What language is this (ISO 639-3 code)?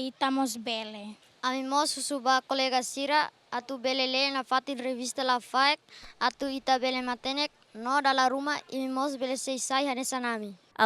tet